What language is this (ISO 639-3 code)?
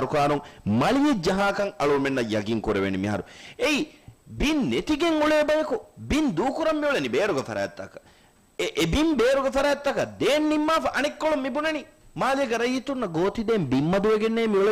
div